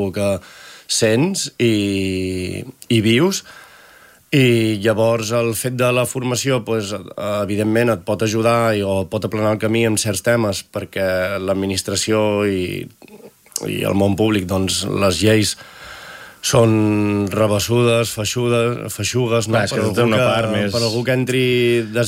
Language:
Catalan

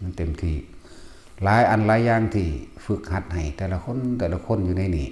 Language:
Lao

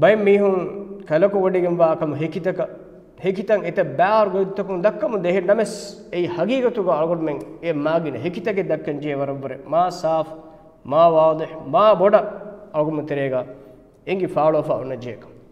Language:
Divehi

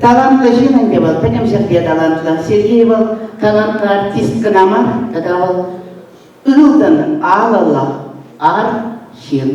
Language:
Chuvash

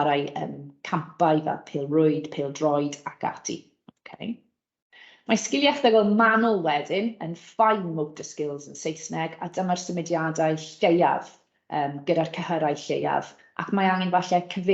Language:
Welsh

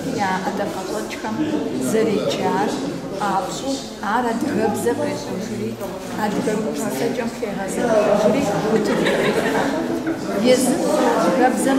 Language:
Kabardian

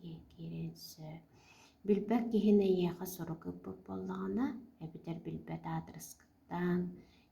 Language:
Yakut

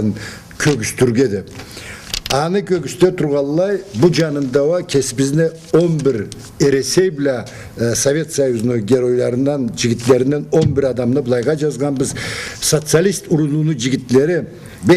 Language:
Karachay-Balkar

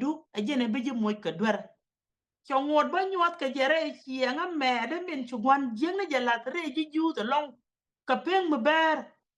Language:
Nuer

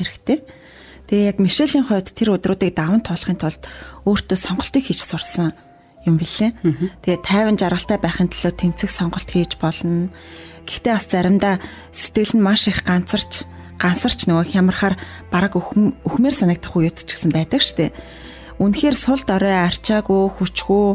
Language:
Mongolian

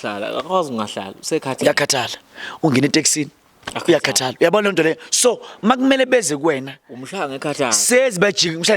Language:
Zulu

